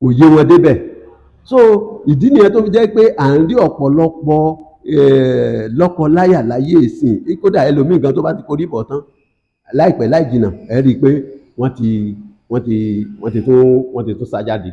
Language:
Yoruba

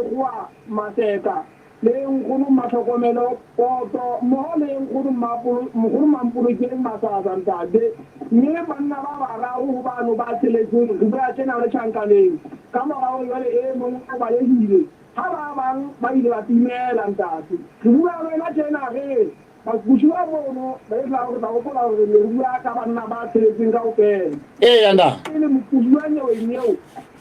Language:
Southern Sotho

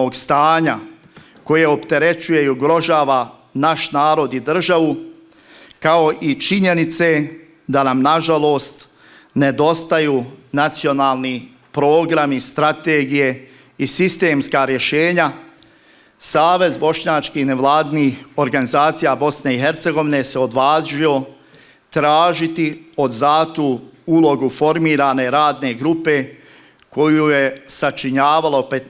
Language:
Bosnian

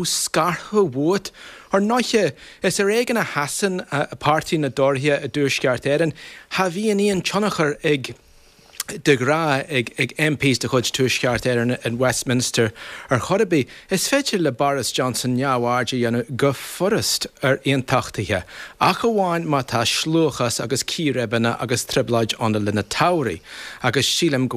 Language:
Irish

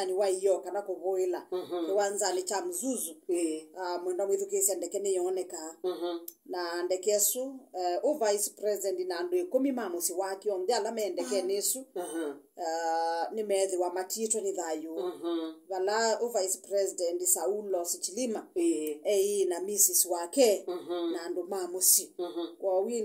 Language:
Kamba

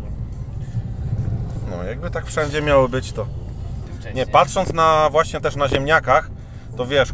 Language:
Polish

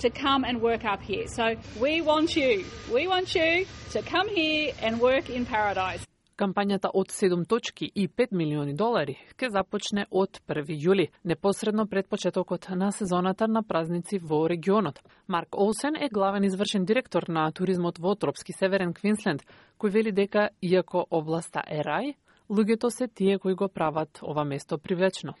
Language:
Macedonian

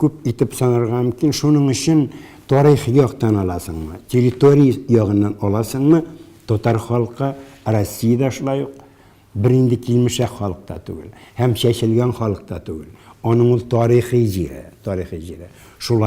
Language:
Tatar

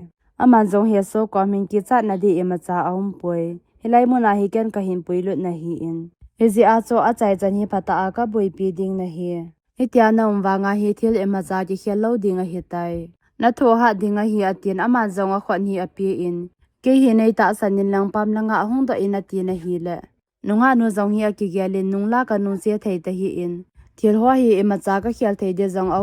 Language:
Thado Chin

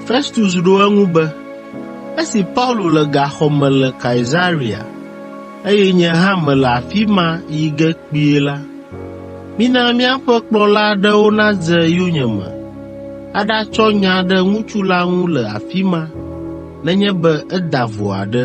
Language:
Ewe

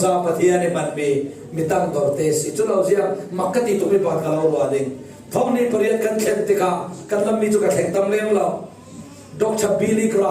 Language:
Falam Chin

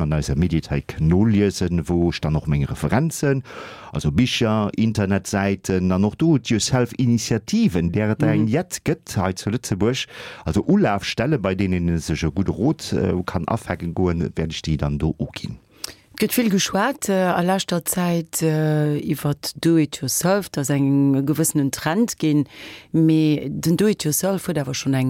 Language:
Luxembourgish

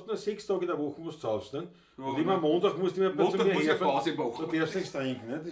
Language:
Bavarian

